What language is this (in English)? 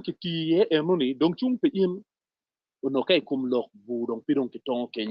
Acoli